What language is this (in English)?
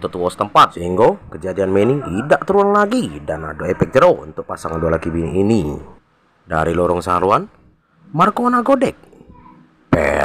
Musi